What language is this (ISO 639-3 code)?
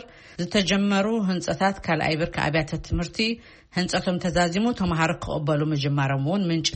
tir